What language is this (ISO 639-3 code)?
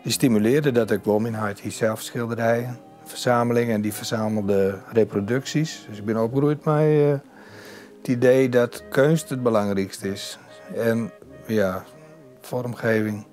fry